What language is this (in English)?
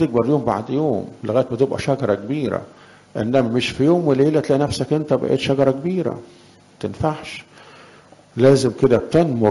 Egyptian Arabic